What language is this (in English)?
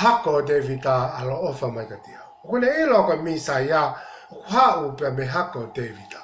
Tongan